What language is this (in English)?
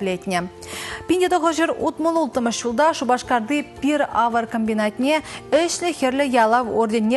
Chuvash